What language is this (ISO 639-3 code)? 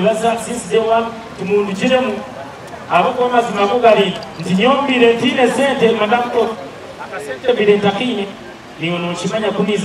nyn